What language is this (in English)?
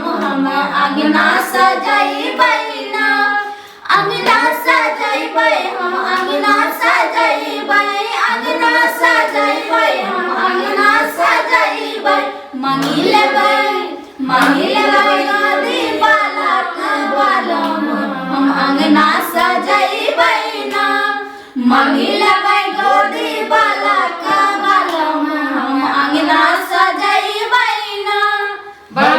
Maithili